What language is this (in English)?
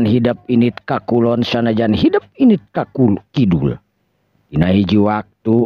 Sundanese